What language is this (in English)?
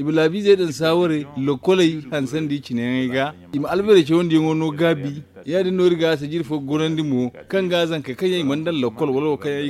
Zarma